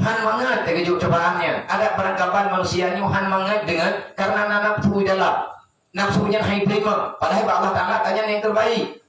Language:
Achinese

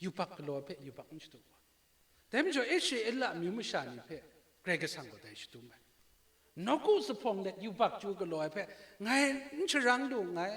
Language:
Kachin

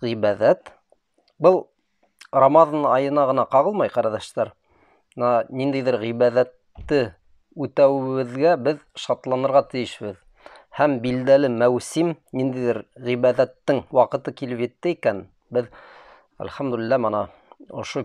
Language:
Bashkir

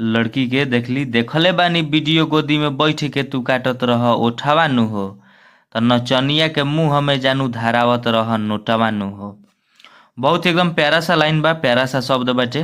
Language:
Bhojpuri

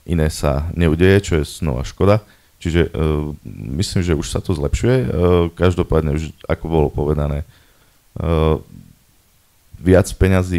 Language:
Slovak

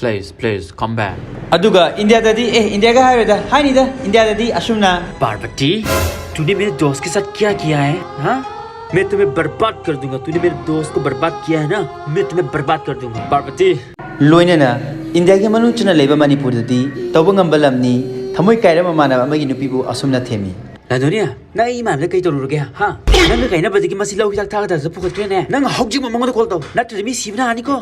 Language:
Manipuri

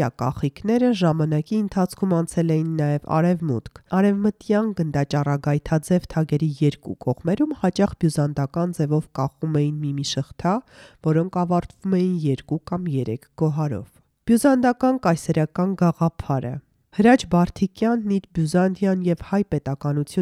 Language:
Armenian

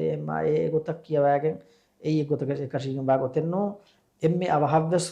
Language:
Divehi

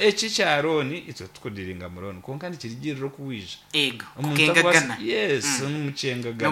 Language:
Nyankole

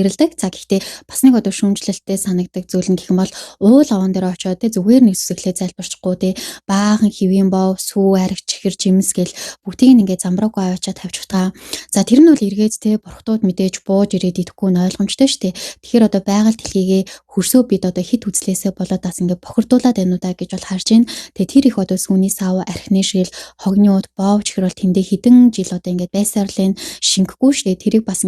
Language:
Mongolian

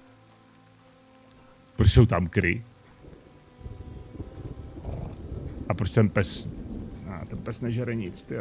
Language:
Czech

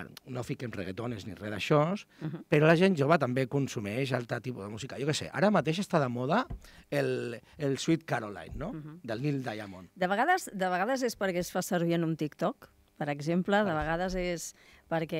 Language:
Catalan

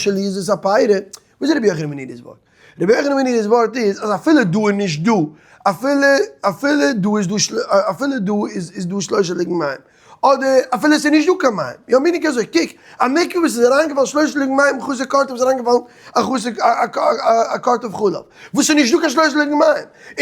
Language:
Yiddish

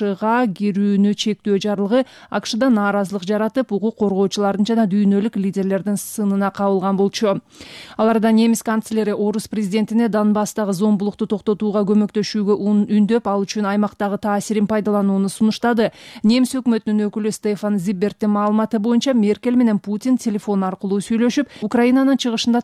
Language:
Kyrgyz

